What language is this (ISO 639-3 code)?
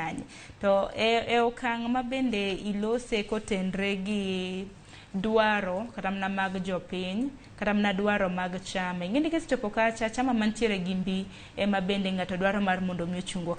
luo